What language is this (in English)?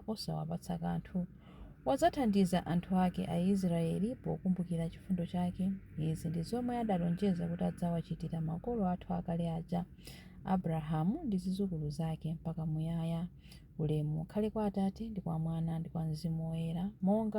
Nyanja